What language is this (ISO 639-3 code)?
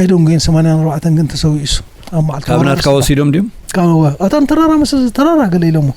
tir